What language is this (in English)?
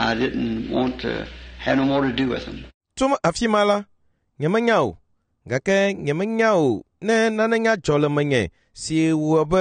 Ewe